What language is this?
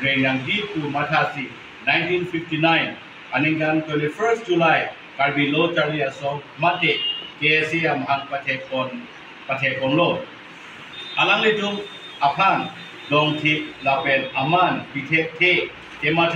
Karbi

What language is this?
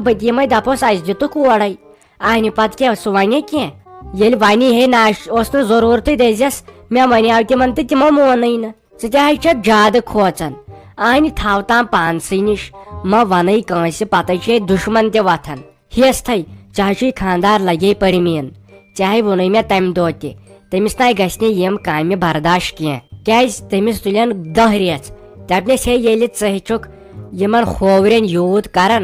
Kashmiri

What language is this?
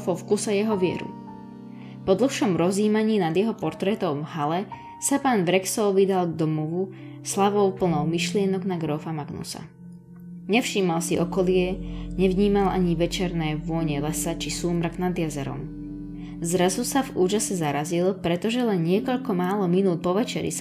Slovak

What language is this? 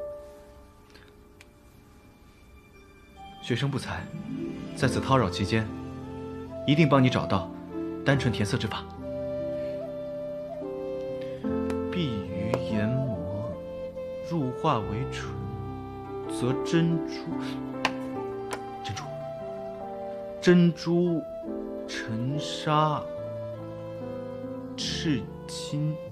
Chinese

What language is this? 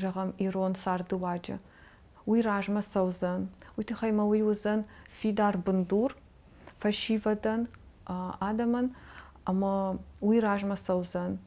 Ossetic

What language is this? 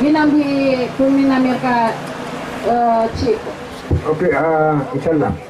Maranao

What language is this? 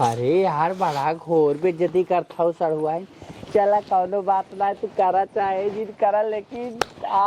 Awadhi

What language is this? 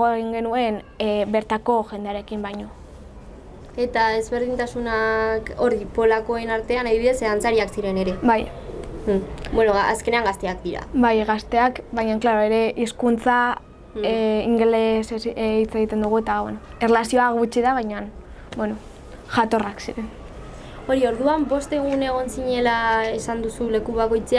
Basque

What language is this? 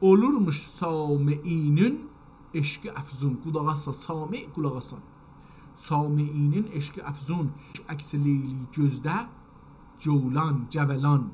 South Azerbaijani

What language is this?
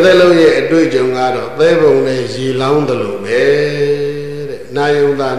Burmese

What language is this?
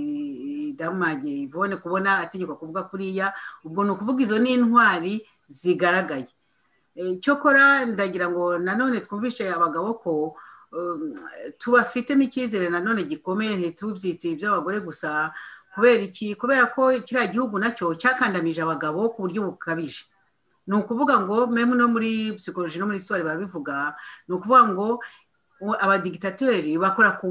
Kinyarwanda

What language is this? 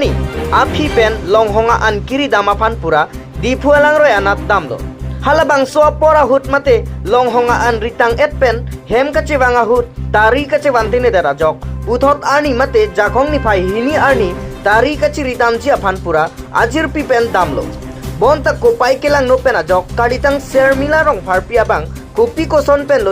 Karbi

